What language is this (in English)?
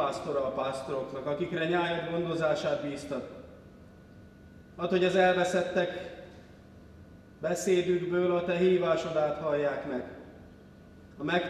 Hungarian